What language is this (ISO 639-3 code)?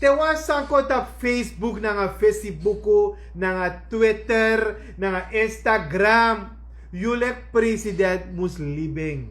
srn